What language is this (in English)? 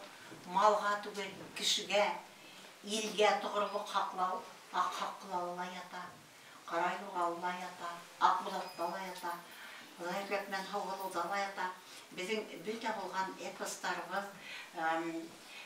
Bashkir